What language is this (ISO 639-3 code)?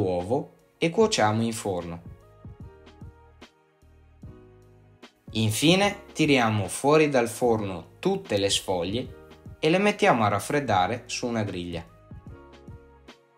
ita